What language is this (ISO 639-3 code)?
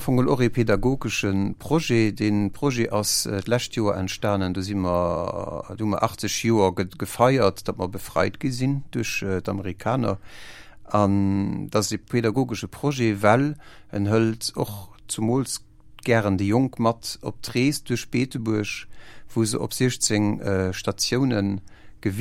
ltz